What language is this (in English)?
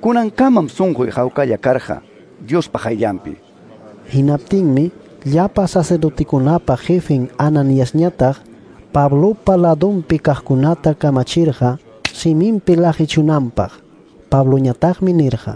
Ayacucho Quechua